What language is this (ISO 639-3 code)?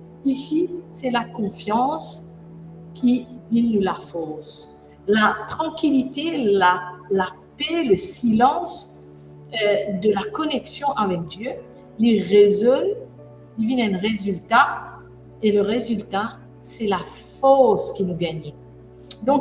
mfe